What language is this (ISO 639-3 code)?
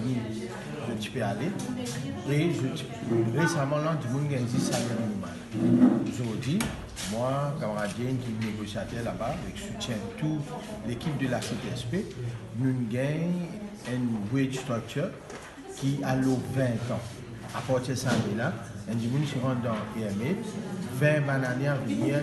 mfe